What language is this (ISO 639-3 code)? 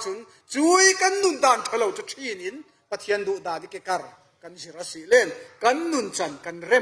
cfm